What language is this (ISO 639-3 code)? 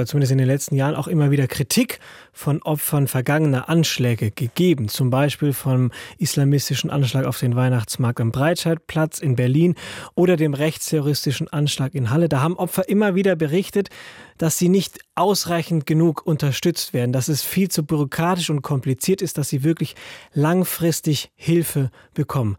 deu